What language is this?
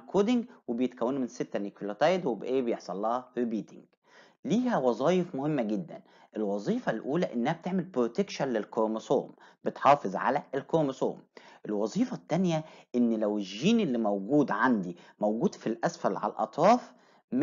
Egyptian Arabic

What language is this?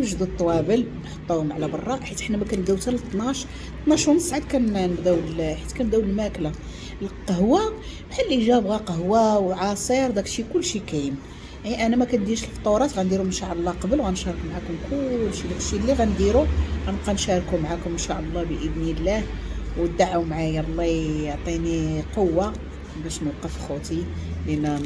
Moroccan Arabic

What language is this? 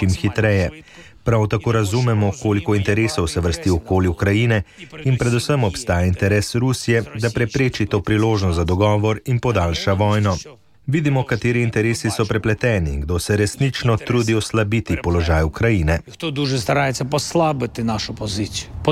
Slovenian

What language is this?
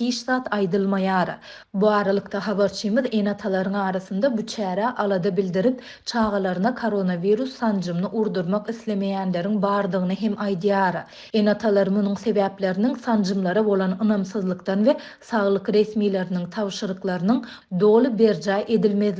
Turkmen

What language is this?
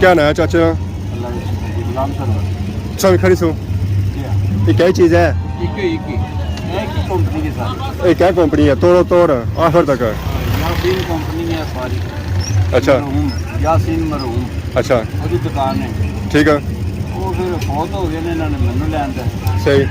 Pahari-Potwari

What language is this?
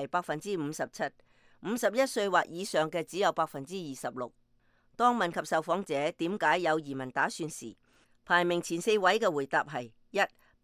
Cantonese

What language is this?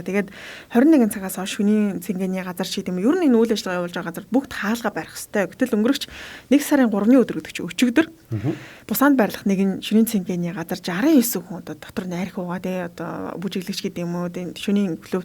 Mongolian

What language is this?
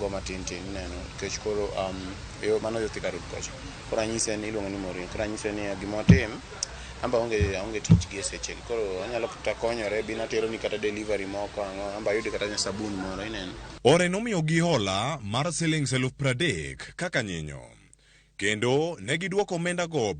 Luo (Kenya and Tanzania)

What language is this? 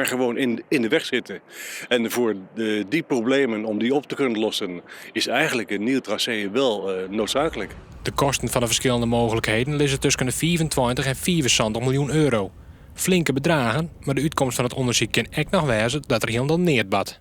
Western Frisian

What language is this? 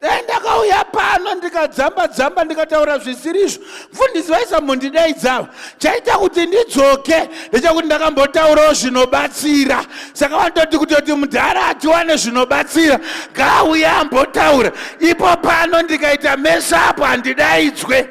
Shona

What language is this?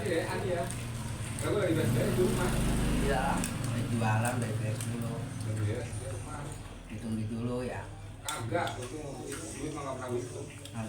Betawi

